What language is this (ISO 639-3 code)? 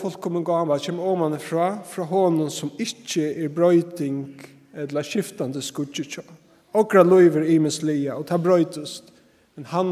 fao